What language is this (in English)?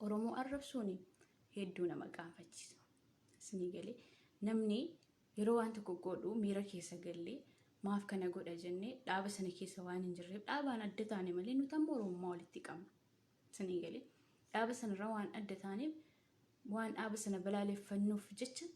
Oromo